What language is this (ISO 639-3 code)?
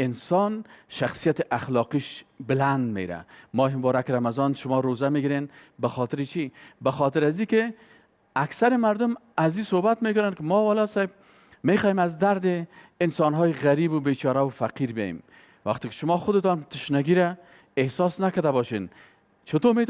fas